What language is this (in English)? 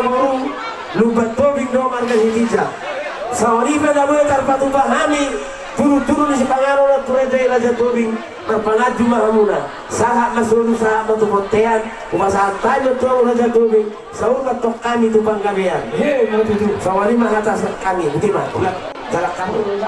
Batak Toba